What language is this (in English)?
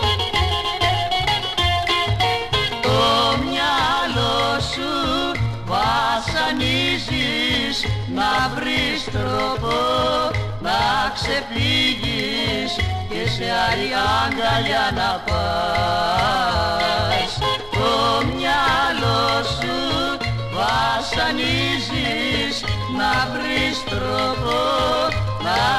Greek